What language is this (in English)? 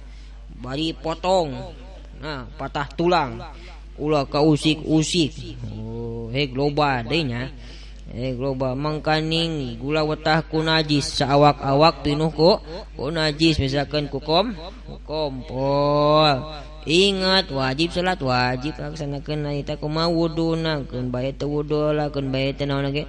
Sundanese